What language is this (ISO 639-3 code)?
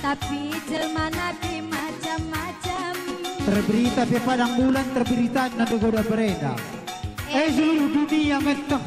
btx